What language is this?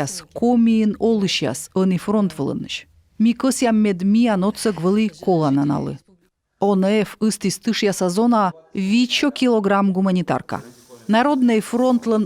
Komi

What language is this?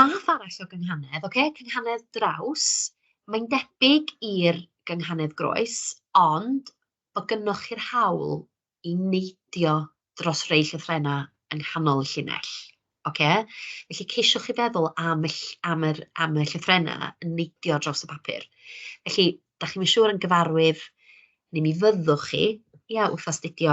Welsh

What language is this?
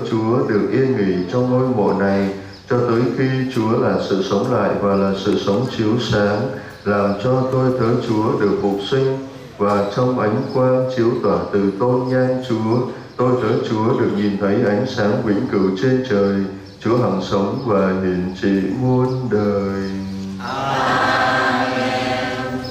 Vietnamese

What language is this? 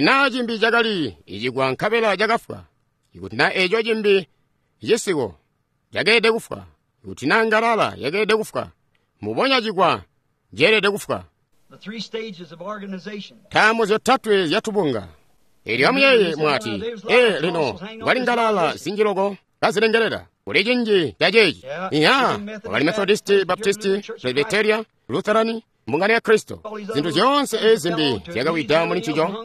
Tonga (Zambia)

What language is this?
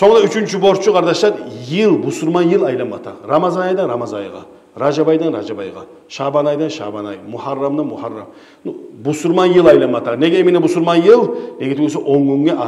Kumyk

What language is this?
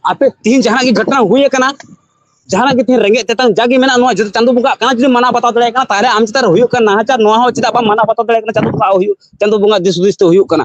Santali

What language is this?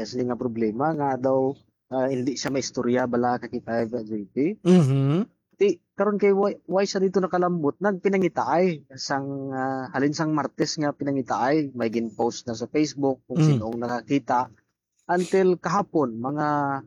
Hiligaynon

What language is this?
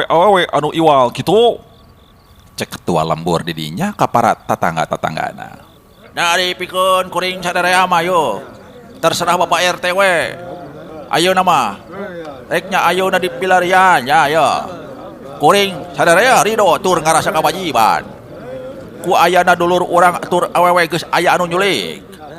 Sundanese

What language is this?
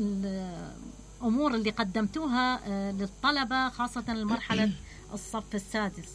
Mesopotamian Arabic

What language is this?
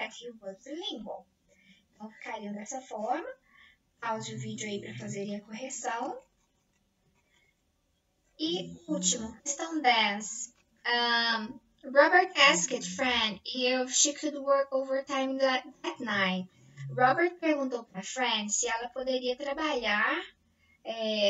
Portuguese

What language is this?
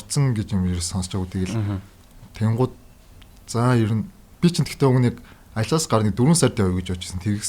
Mongolian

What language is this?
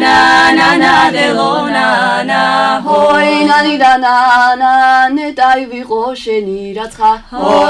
Georgian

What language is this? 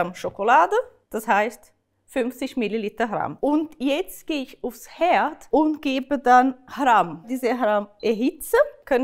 Swiss German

